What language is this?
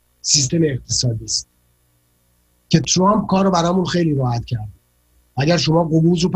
Persian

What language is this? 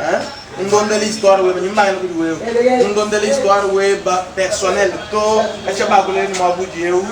Luba-Lulua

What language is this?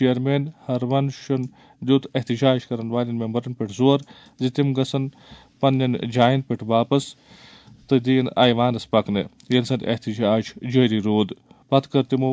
Kashmiri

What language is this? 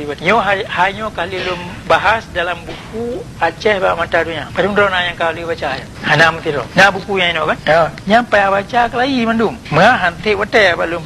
Achinese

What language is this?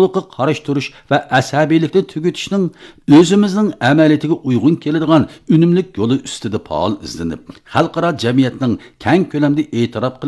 Uyghur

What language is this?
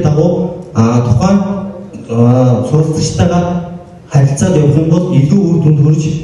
Mongolian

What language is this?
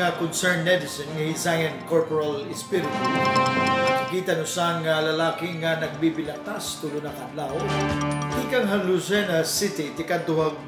Waray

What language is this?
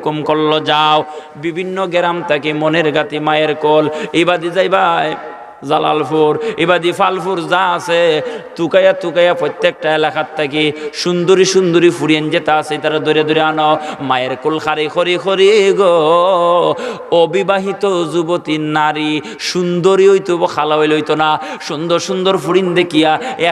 Sylheti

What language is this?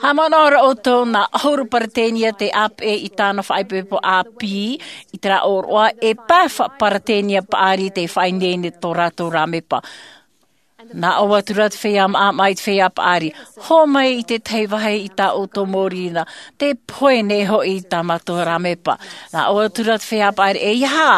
Tahitian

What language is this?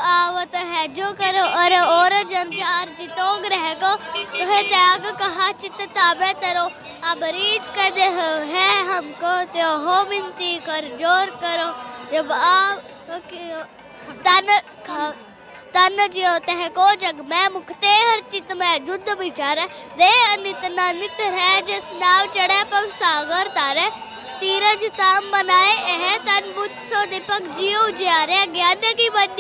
Punjabi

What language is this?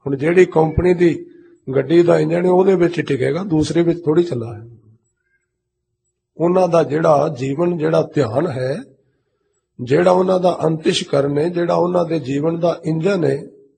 Punjabi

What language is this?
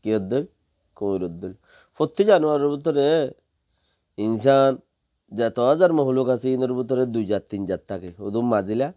Rohingya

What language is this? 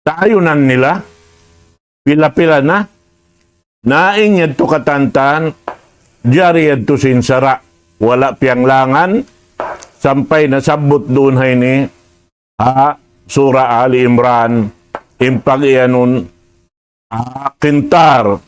Tausug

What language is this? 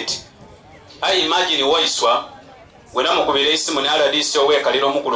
Soga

